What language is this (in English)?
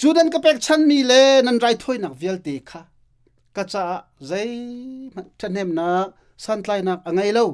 Hakha Chin